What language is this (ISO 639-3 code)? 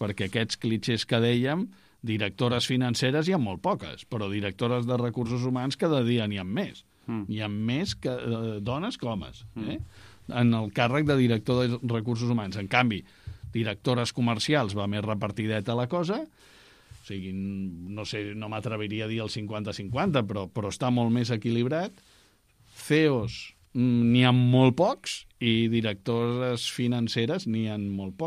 cat